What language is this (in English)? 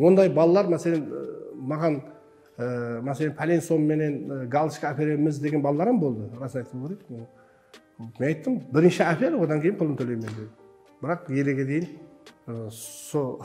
Kara-Kalpak